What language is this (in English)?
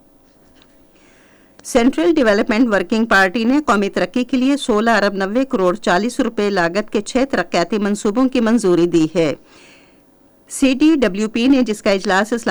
Urdu